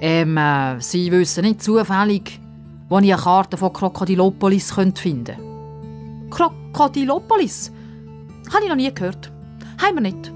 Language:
Swiss German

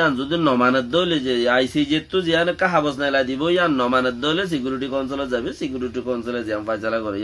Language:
Rohingya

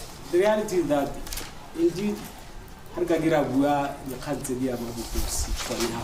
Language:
Tswana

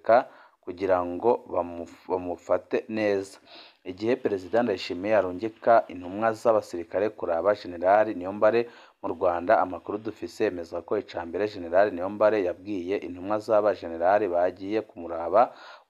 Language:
Rundi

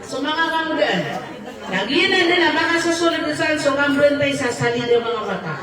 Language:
Maranao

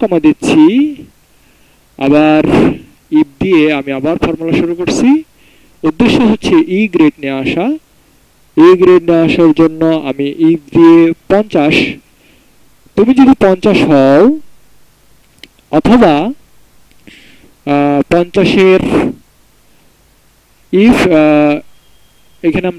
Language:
Bangla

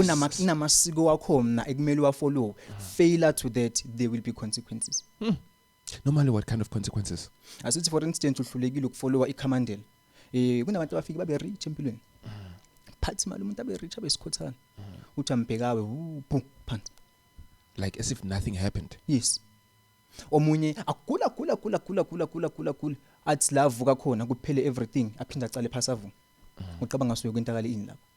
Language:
Zulu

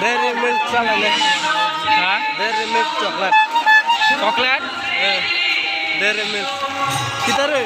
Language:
Kok Borok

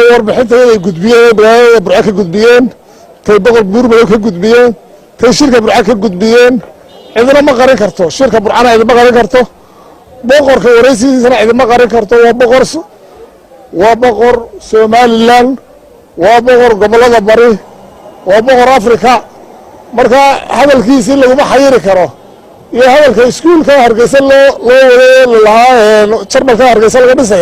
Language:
Somali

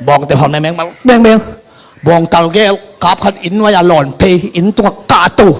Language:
Tedim Chin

